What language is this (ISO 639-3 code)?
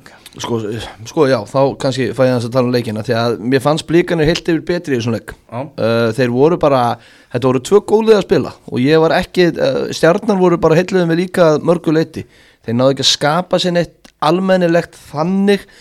isl